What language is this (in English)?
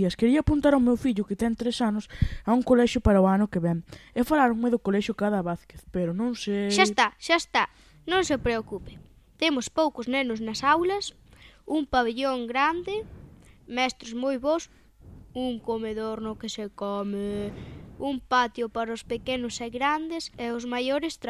Galician